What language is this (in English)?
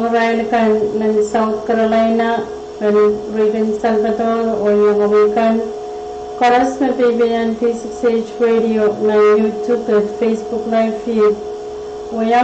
Pohnpeian